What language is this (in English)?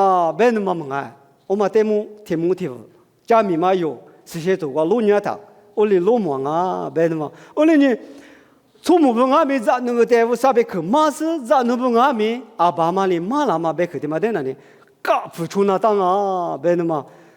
Lisu